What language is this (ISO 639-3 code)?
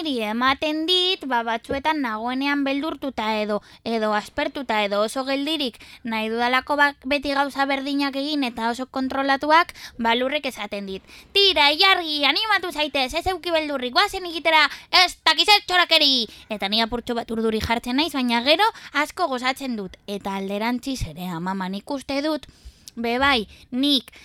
eus